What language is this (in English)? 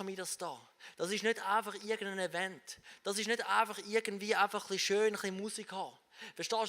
Swiss German